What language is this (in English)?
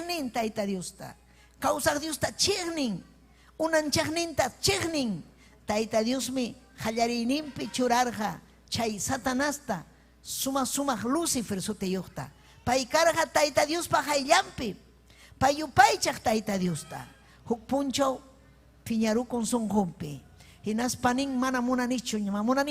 Ayacucho Quechua